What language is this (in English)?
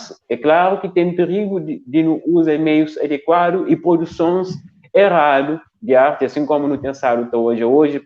Kabuverdianu